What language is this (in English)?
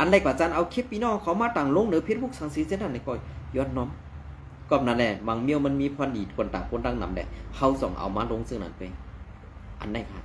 Shan